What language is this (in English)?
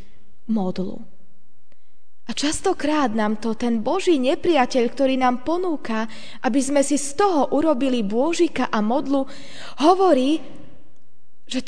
Slovak